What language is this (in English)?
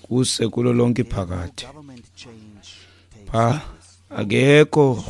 Xhosa